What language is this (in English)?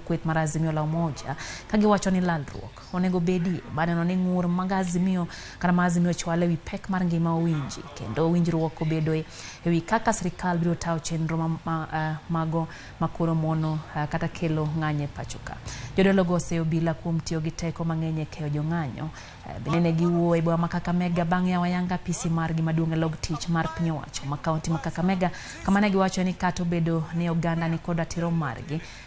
Luo (Kenya and Tanzania)